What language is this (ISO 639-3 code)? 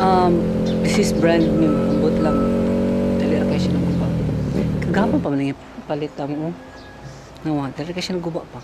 ceb